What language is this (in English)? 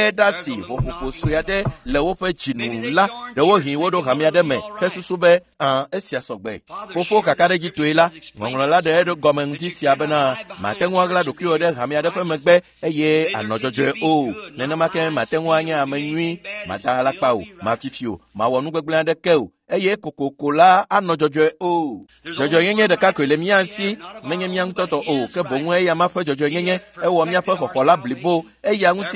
Ewe